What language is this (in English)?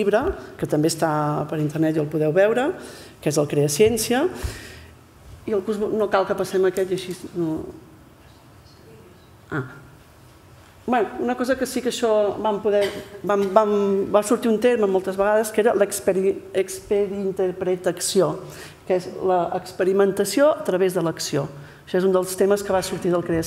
Catalan